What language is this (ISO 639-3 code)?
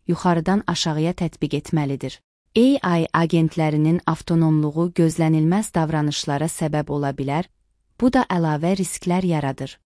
aze